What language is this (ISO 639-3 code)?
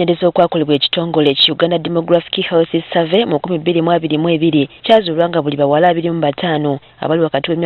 lug